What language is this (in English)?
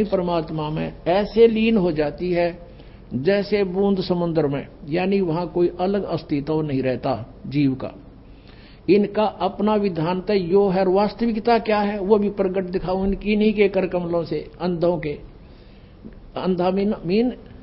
Hindi